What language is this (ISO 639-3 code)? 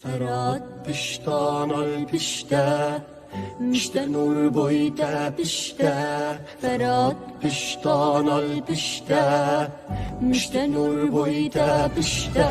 kur